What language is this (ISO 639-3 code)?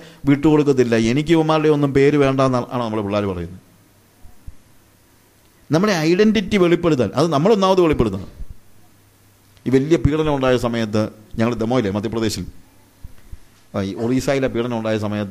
mal